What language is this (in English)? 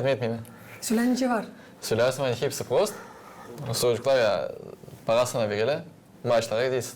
Gagauz